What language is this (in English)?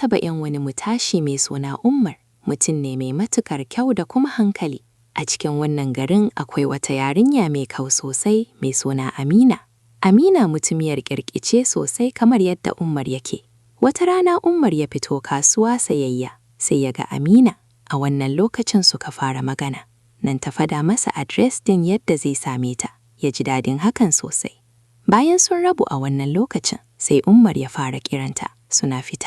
Hausa